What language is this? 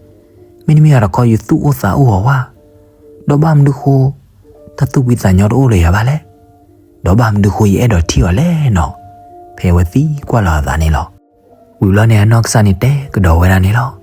S'gaw Karen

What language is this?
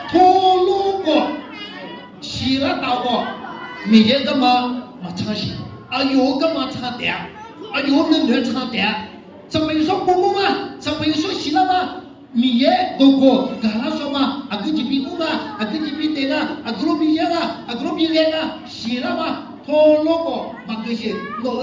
Akha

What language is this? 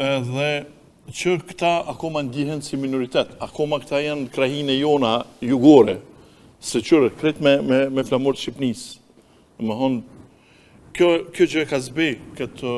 Albanian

